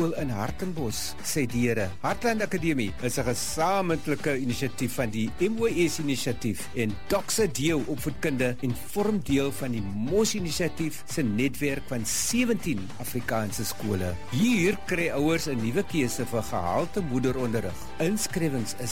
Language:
Afrikaans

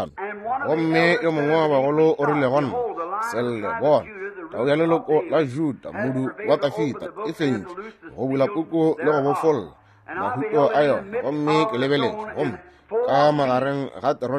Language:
Northern Sotho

